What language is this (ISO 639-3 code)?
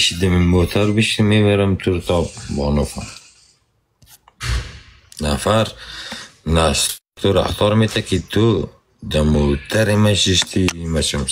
fas